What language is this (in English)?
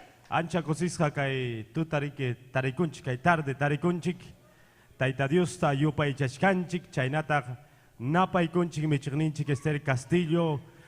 Ayacucho Quechua